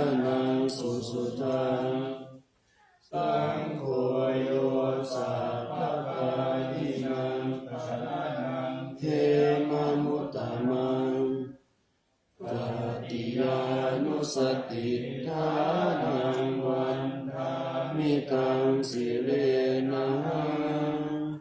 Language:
Pali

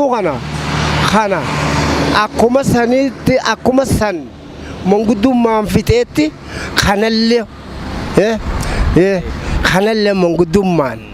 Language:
Oromo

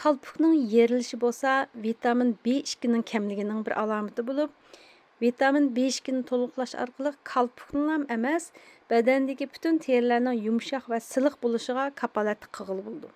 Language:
Uyghur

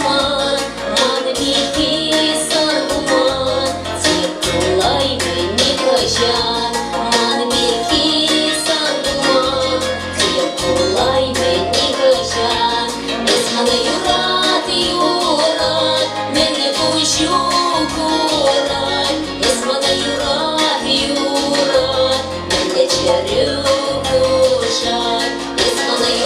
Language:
Chuvash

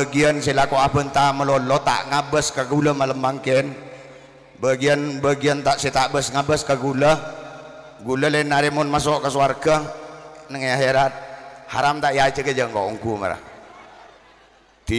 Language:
Madurese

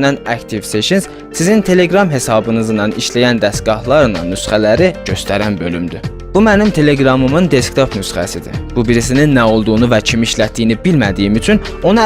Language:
South Azerbaijani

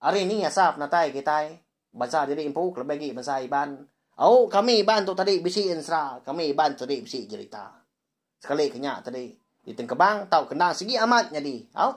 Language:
Iban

